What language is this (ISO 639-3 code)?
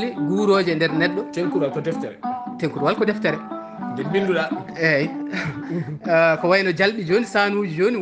ful